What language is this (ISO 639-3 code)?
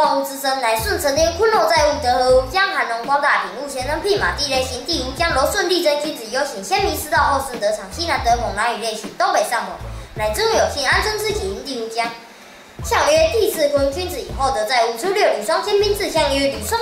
lzh